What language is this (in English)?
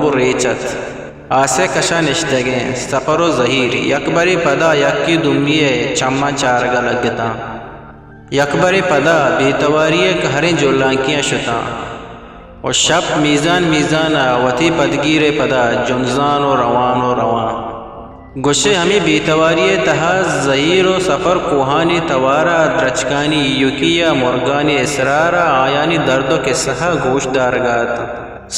Eastern Balochi